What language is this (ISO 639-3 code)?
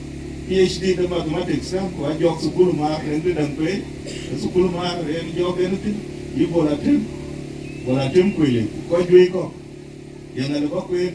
din